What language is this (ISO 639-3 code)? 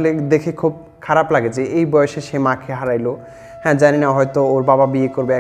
ben